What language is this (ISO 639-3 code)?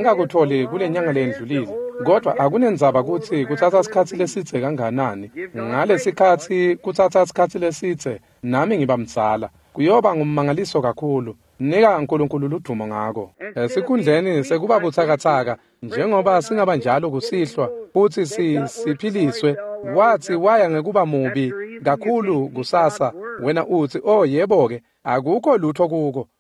ssw